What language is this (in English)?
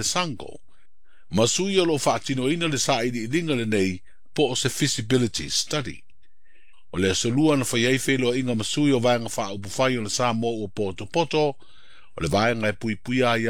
Samoan